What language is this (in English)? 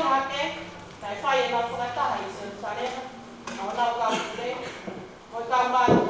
Tongan